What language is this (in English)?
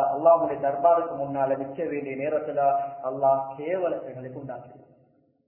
Tamil